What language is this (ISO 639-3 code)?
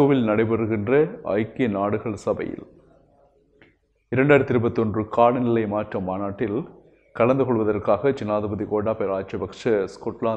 tam